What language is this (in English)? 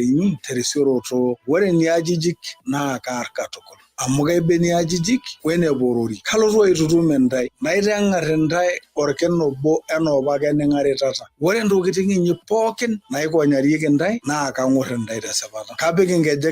Masai